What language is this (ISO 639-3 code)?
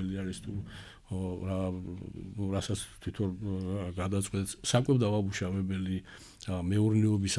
kat